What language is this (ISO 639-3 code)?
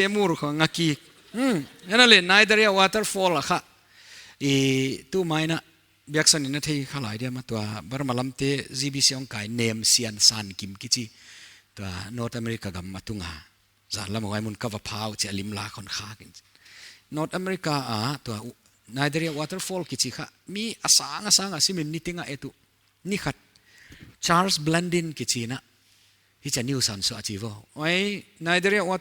pck